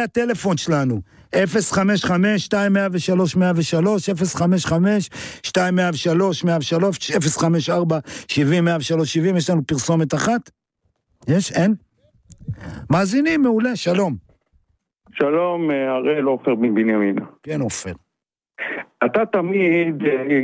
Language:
Hebrew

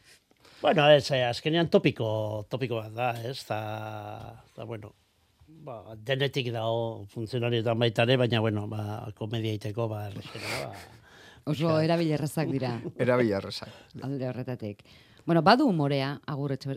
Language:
Basque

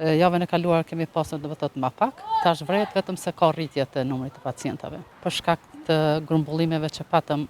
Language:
Albanian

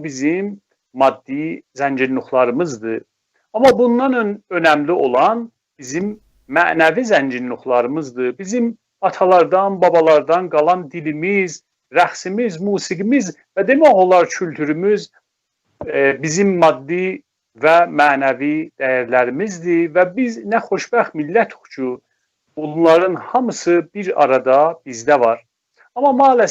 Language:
South Azerbaijani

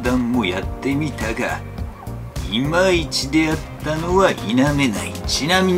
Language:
Japanese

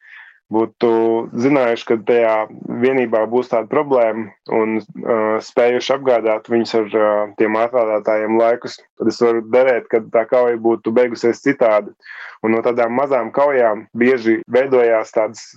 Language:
Latvian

